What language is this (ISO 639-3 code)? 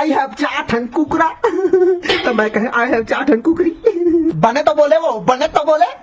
hne